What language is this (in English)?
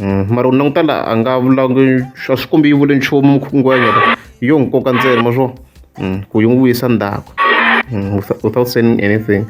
Tsonga